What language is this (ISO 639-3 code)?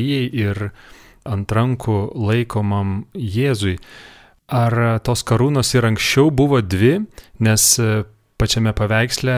lit